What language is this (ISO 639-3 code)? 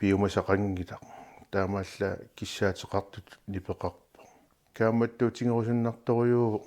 kal